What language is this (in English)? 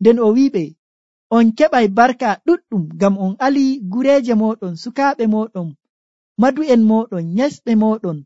Nigerian Fulfulde